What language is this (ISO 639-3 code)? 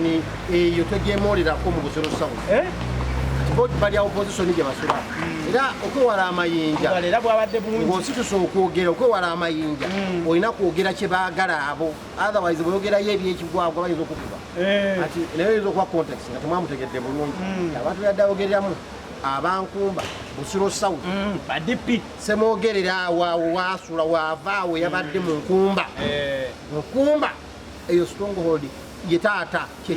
lug